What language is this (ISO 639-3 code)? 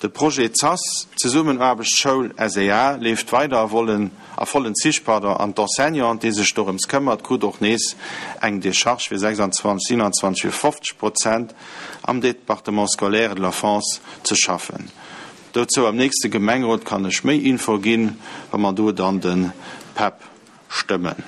ltz